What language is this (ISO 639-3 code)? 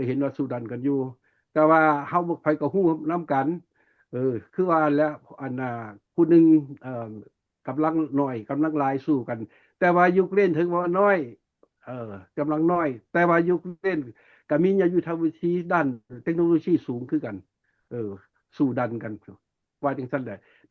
lao